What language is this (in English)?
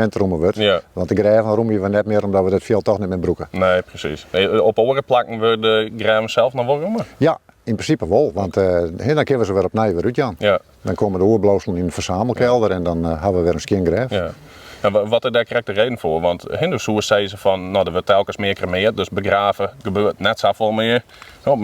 Western Frisian